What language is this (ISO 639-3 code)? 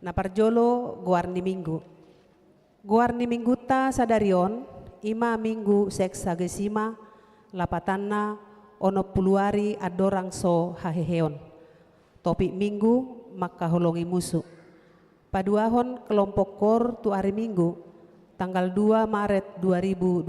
bbc